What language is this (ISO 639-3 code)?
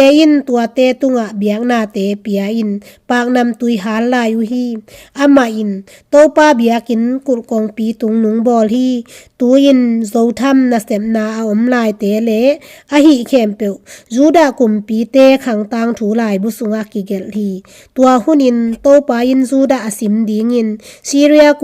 ctd